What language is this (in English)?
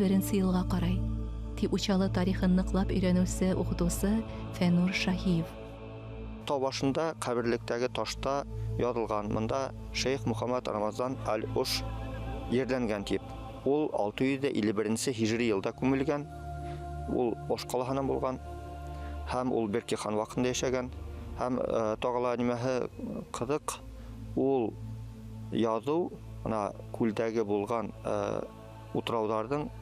Bashkir